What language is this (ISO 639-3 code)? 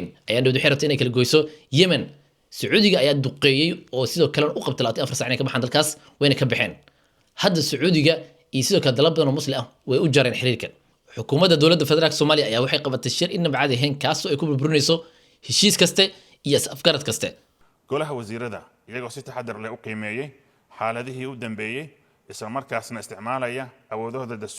som